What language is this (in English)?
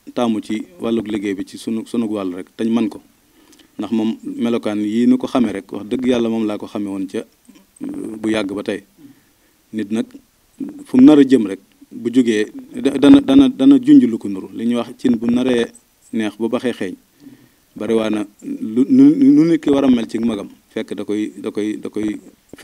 Wolof